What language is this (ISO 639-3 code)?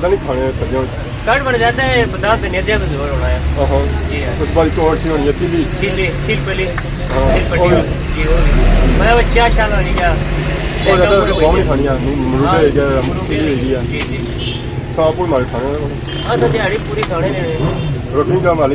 phr